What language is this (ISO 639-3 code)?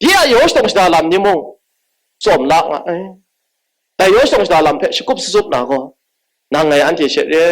kac